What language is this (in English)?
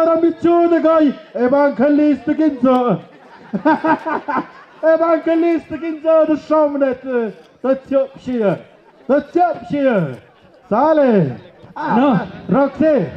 Tlahuitoltepec Mixe